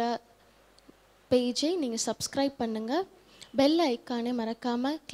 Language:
Tamil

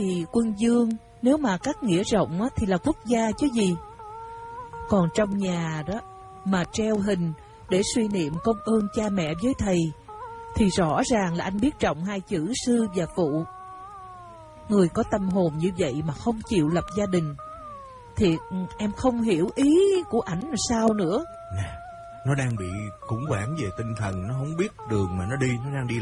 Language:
Vietnamese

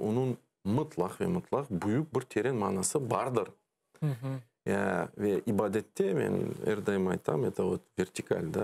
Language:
Crimean Tatar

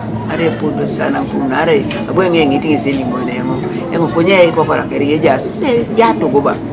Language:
Teso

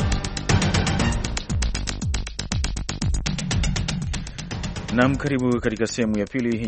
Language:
Swahili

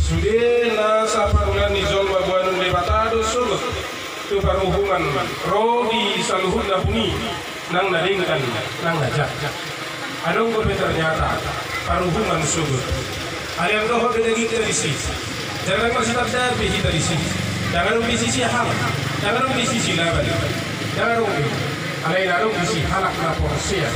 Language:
Batak Toba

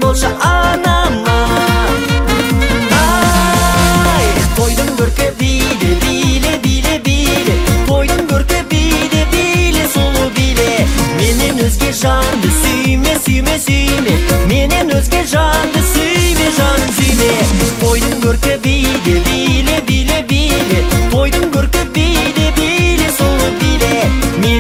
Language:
Kazakh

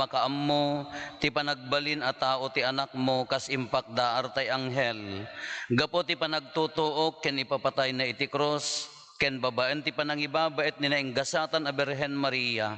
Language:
Iloko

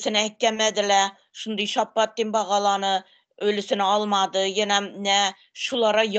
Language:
Turkmen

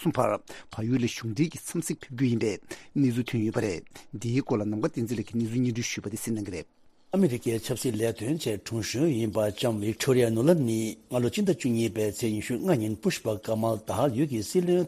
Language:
Tibetan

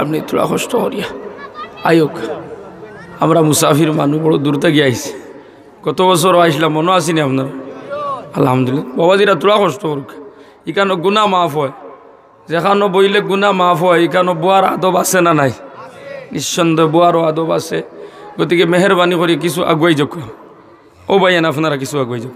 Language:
Sylheti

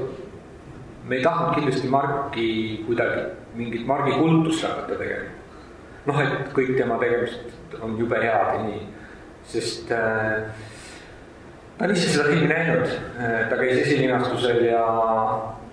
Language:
Estonian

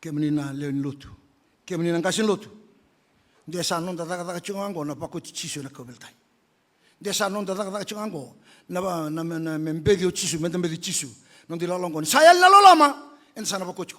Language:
Fijian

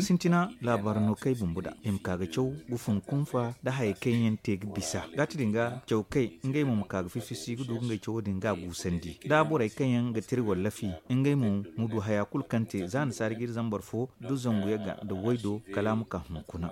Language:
Zarma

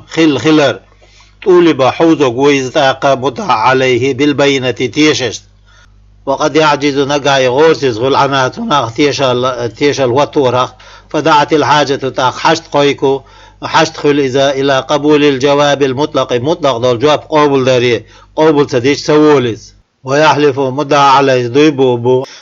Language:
Chechen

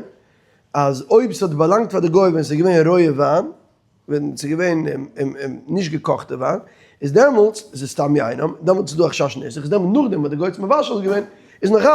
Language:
Yiddish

